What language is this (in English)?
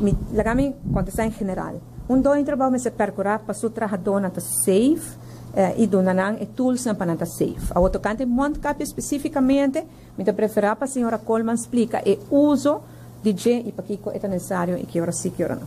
Papiamento